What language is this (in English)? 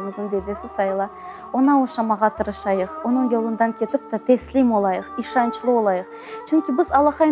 Crimean Tatar